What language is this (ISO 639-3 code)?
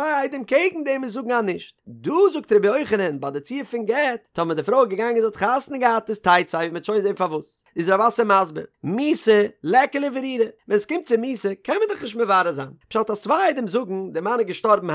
yid